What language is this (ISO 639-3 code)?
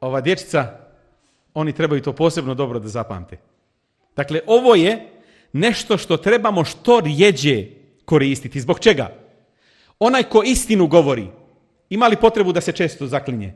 bos